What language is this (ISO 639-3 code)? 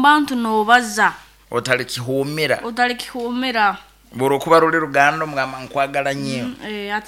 nyo